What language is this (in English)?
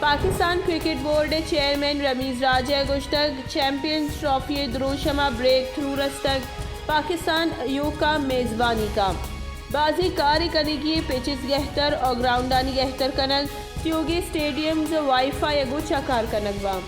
Baluchi